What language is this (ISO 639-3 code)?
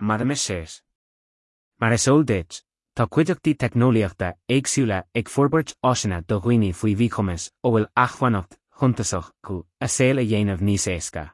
gle